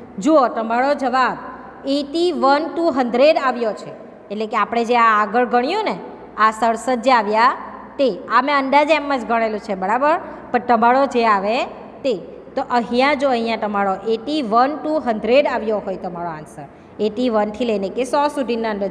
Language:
Gujarati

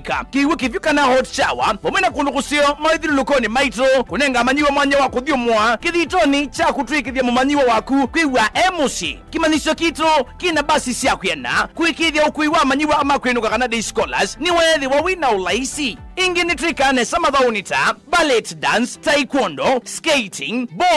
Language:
Kamba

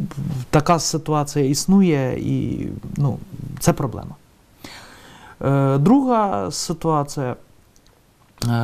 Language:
Ukrainian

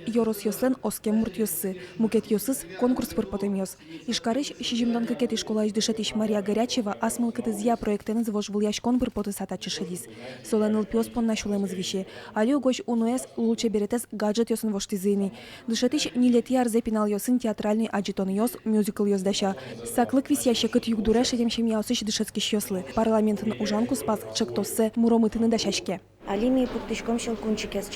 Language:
Udmurt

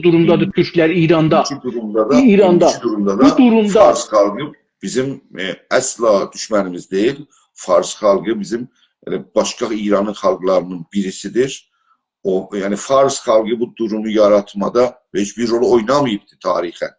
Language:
South Azerbaijani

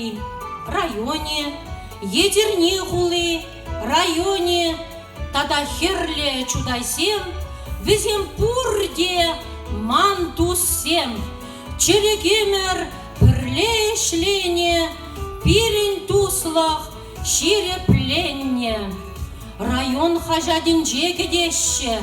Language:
Chuvash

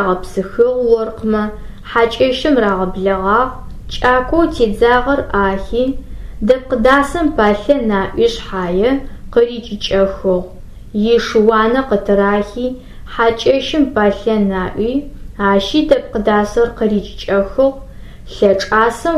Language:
Adyghe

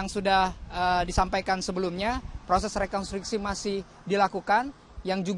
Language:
Indonesian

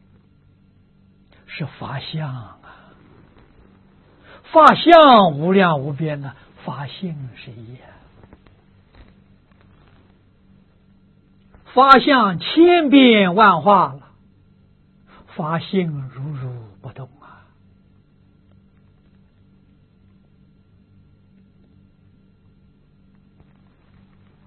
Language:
Chinese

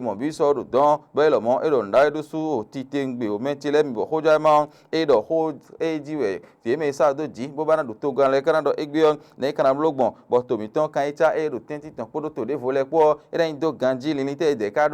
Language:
Fon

